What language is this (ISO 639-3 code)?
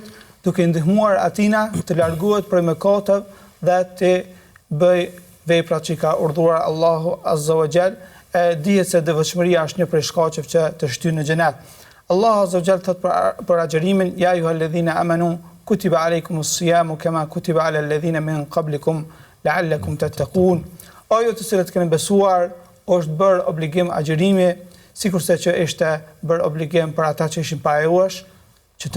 sqi